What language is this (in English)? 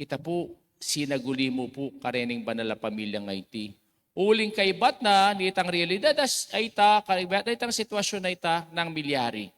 Pampanga